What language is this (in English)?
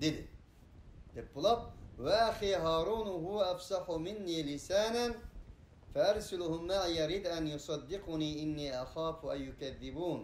Uyghur